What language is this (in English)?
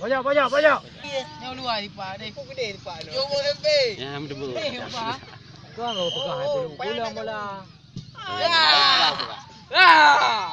Achinese